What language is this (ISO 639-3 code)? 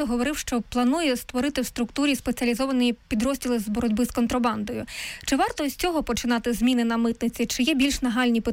ukr